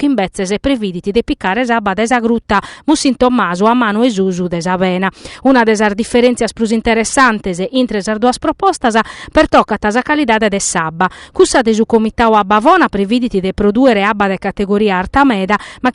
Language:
Sardinian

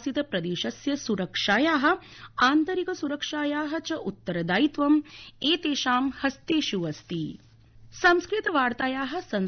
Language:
Sanskrit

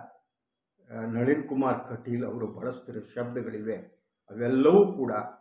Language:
Kannada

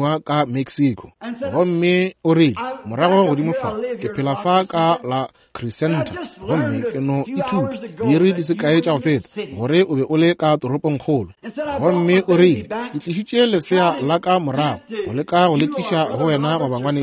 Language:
Northern Sotho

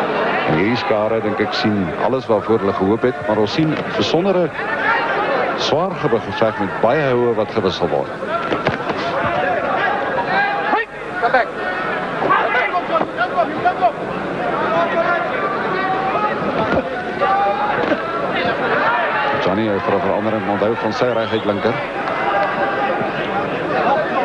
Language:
Afrikaans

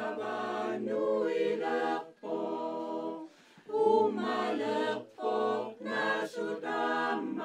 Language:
Kalaallisut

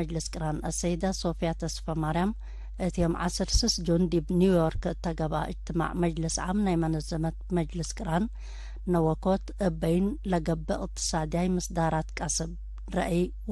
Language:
Tigre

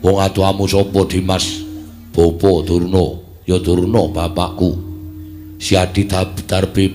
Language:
Javanese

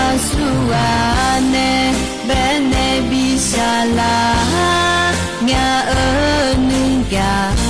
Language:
Akha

